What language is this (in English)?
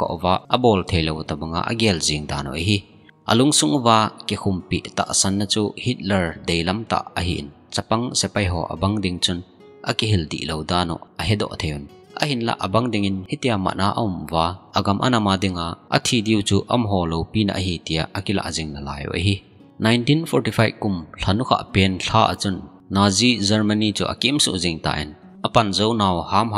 Thado Chin